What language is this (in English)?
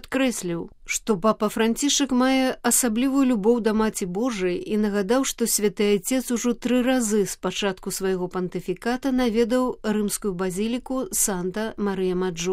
Belarusian